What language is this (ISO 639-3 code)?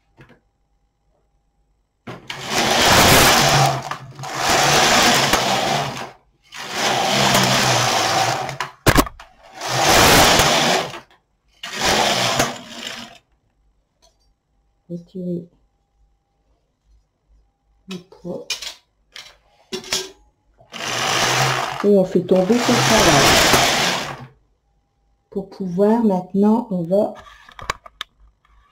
fra